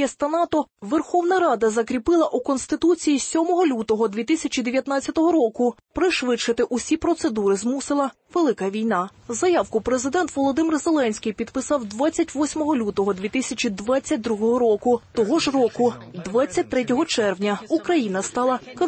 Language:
Ukrainian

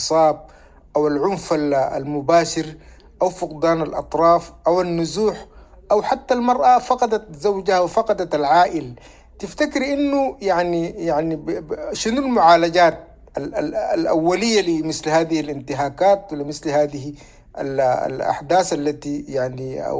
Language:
Sudanese Arabic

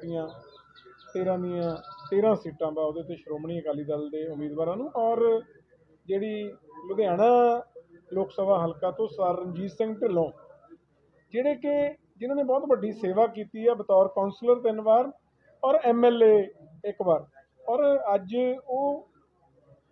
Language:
Punjabi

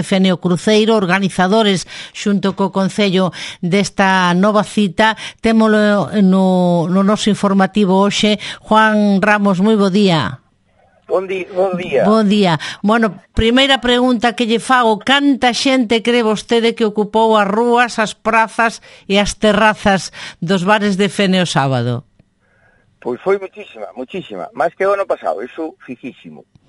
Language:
Galician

